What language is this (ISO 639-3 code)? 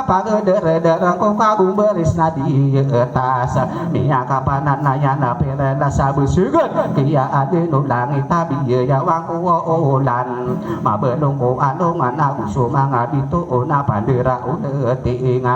mrw